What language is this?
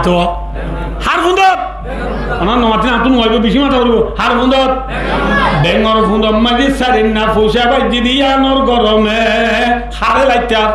Rohingya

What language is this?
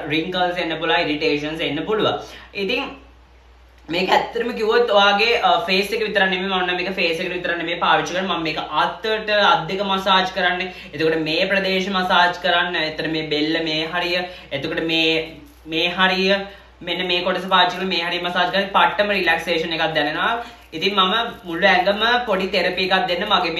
Sinhala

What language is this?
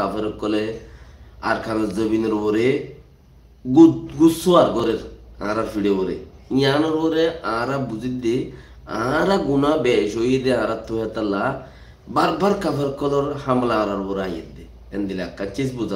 Rohingya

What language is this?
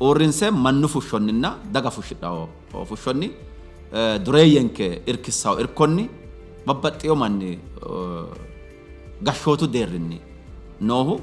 Sidamo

